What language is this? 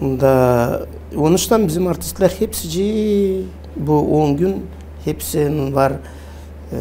Gagauz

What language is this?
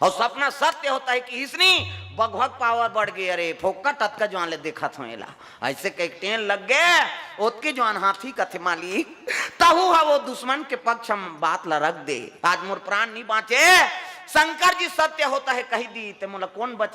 Chhattisgarhi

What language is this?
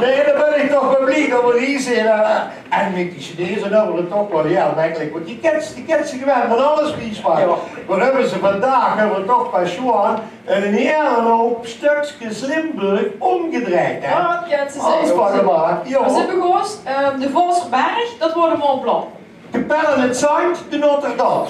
Limburgish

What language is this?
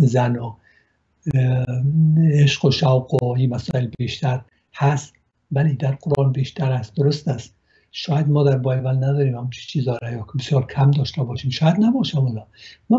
Persian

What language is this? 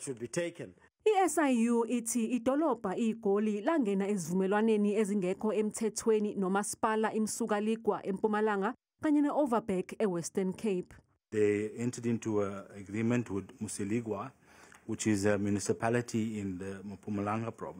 Zulu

